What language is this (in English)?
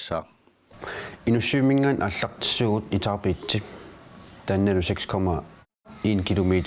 Kalaallisut